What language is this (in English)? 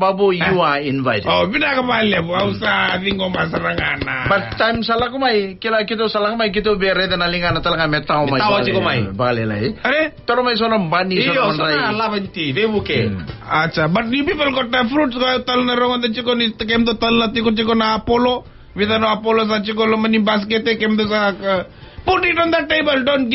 Fijian